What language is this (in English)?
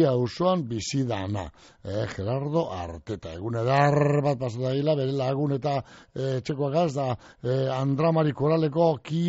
Basque